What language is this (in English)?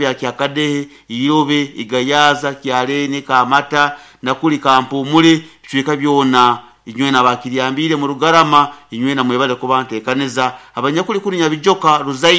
Nyoro